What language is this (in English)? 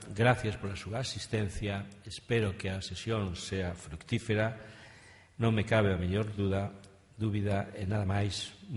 Galician